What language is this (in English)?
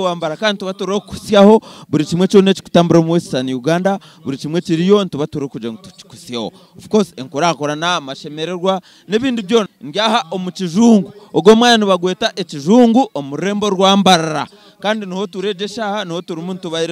Nyankole